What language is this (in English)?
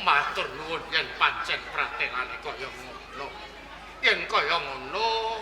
Javanese